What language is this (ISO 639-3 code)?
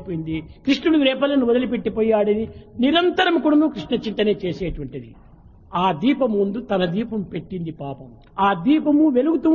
tel